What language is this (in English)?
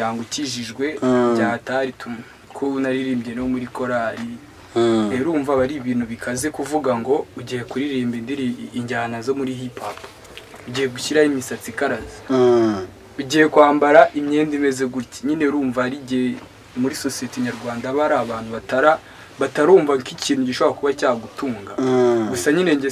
Kinyarwanda